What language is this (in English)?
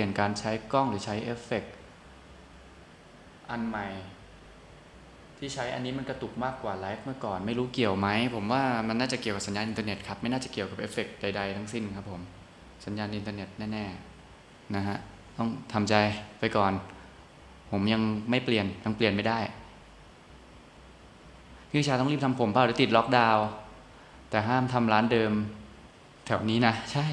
Thai